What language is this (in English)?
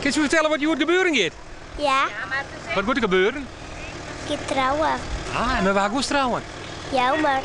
Western Frisian